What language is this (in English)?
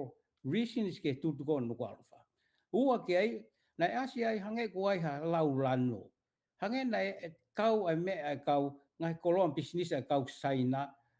Tongan